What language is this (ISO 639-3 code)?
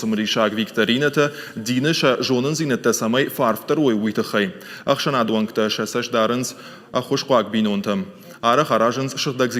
oss